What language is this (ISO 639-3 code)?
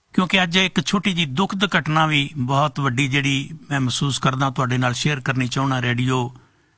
pan